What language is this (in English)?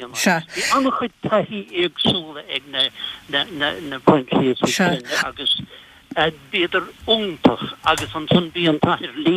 Irish